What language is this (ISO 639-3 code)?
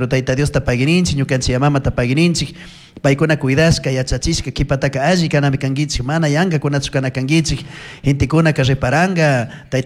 qug